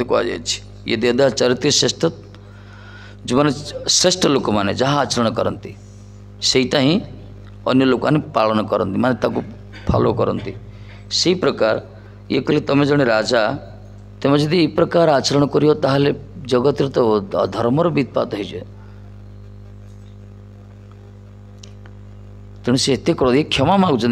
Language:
Odia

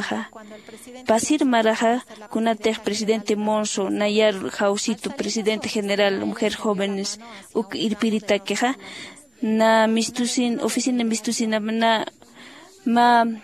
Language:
Aymara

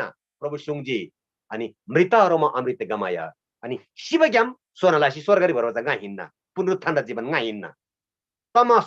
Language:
Eastern Tamang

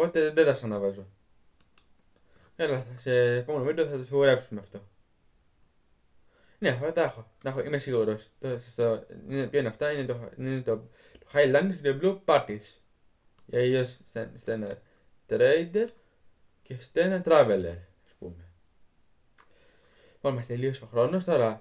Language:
Greek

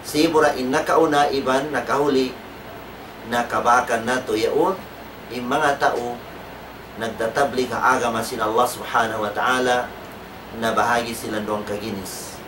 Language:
Tausug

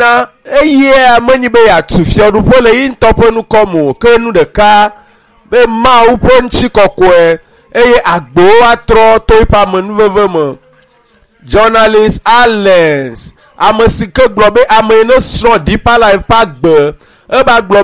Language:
Ewe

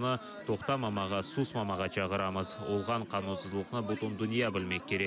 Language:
Crimean Tatar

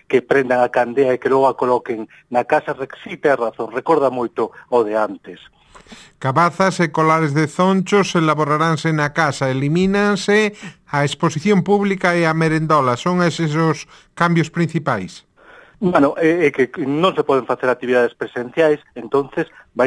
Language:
Galician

